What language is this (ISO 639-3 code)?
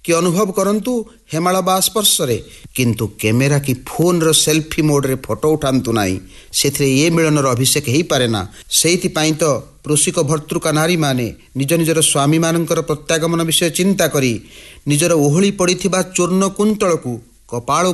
ori